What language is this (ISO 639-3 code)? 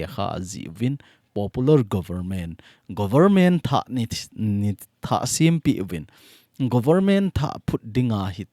tcz